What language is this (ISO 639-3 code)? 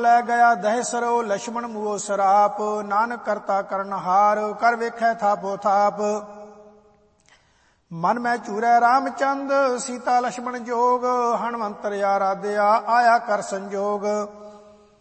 pan